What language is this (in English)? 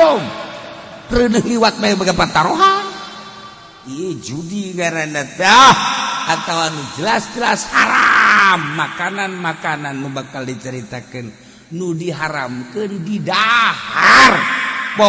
Sundanese